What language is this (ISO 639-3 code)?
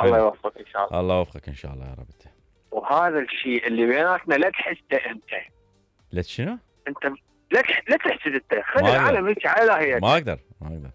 acm